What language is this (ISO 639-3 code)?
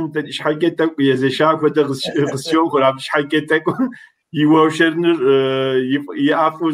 kbd